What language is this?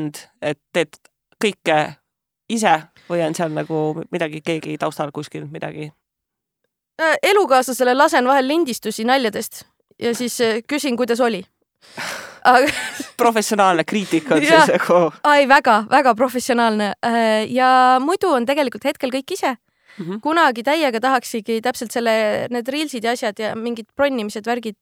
Estonian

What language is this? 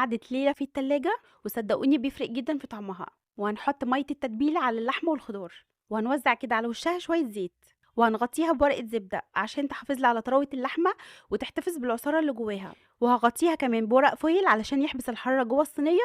Egyptian Arabic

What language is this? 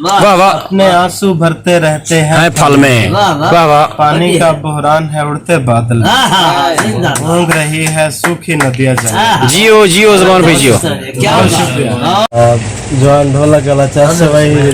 Saraiki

